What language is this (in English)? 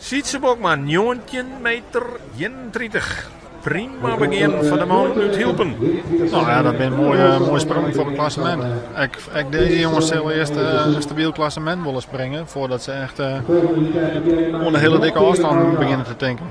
Western Frisian